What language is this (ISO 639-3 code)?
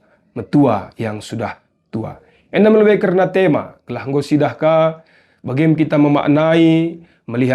btx